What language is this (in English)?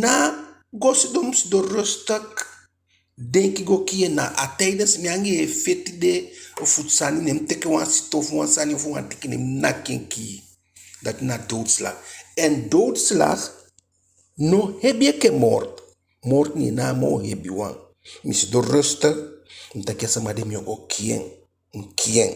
Eastern Maroon Creole